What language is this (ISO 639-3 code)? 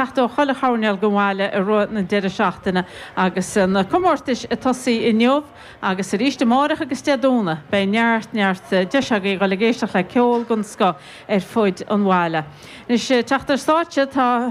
gle